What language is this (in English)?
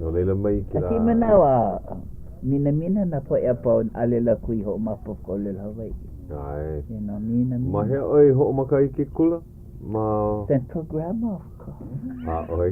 Hawaiian